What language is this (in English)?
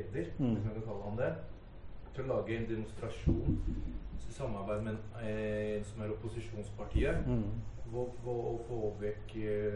Norwegian